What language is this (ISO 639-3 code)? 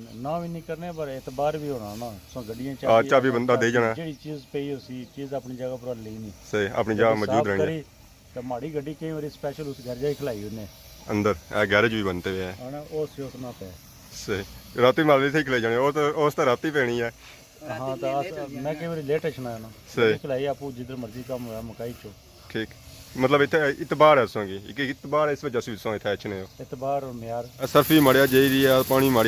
phr